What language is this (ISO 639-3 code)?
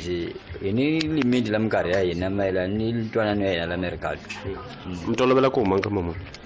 tso